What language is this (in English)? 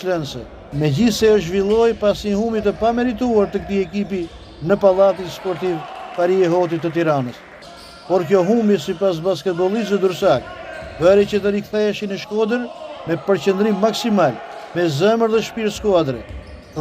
Albanian